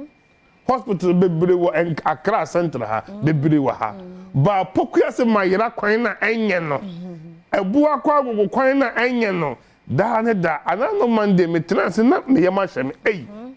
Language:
Akan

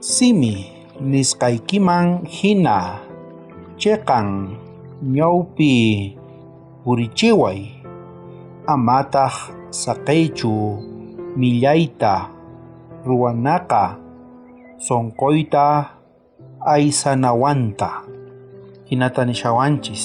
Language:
South Bolivian Quechua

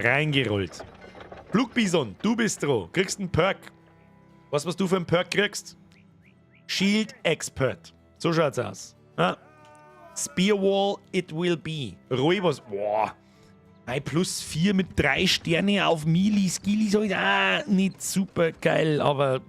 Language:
Bavarian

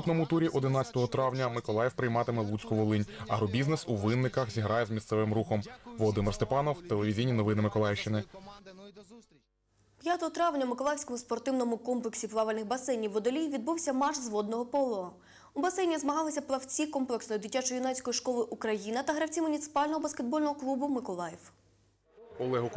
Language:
Ukrainian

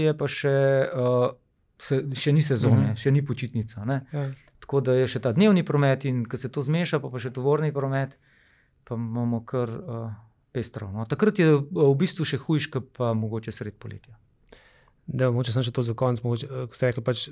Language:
Slovenian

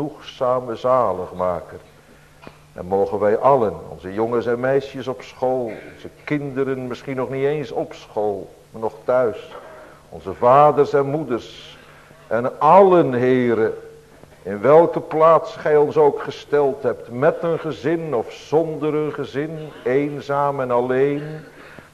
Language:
Dutch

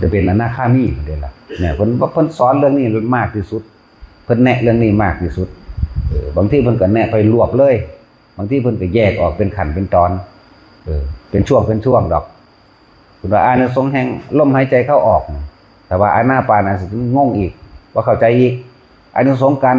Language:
Northeastern Thai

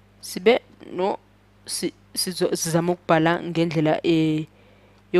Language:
Zulu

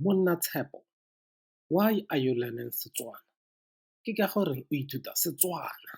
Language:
Tswana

